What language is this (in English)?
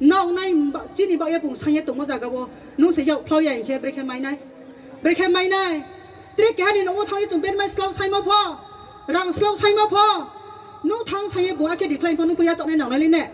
Riang (India)